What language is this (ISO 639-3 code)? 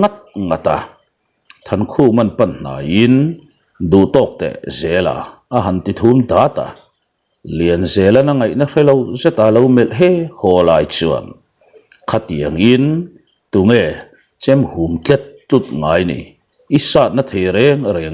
lus